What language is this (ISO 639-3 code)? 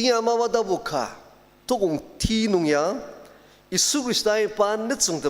njo